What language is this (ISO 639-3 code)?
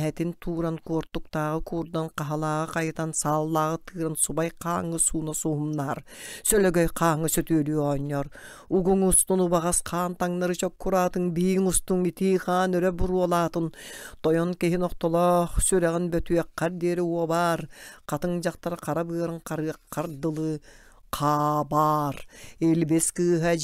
sah